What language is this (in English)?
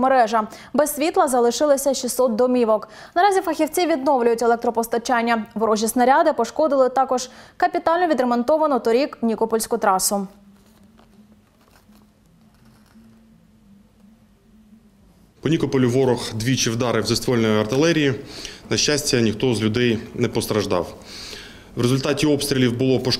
Ukrainian